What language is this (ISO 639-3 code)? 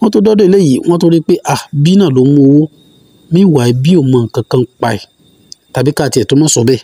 yor